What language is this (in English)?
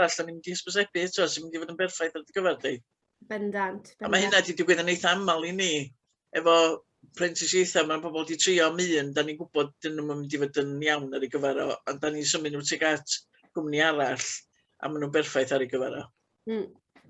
Welsh